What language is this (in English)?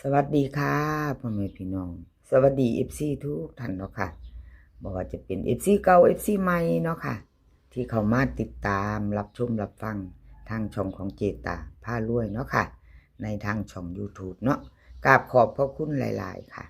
Northeastern Thai